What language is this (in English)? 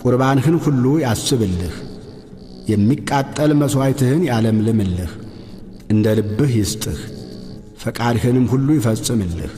Amharic